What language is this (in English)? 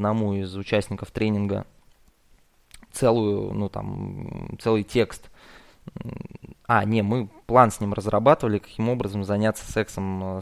Russian